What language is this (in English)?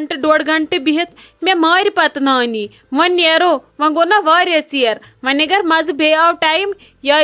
Kashmiri